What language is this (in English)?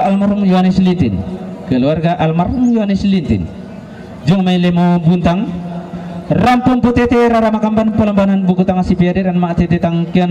Toraja-Sa'dan